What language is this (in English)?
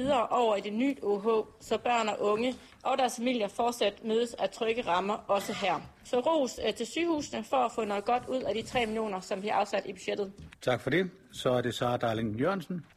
Danish